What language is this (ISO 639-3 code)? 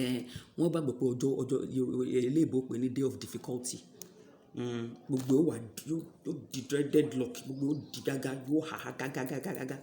yor